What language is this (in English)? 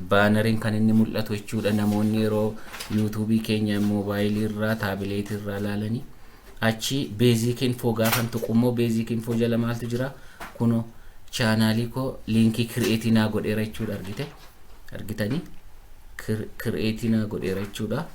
Oromo